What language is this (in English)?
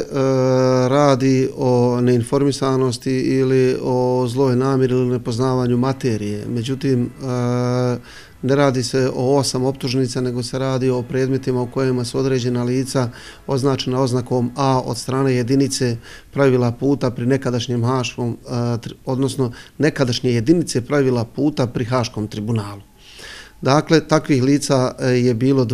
Bosnian